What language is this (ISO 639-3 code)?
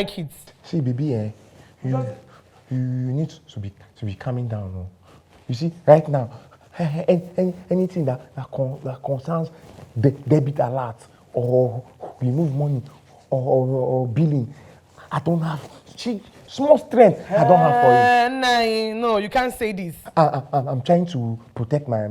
pcm